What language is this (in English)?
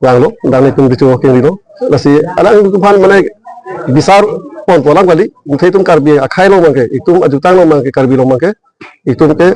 Karbi